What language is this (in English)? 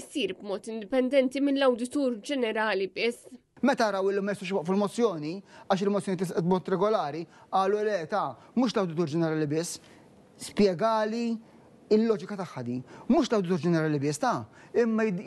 Maltese